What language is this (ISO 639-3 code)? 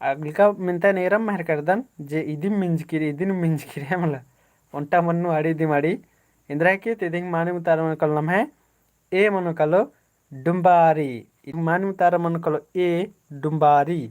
kru